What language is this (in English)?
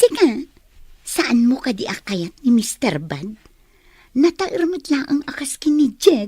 Iloko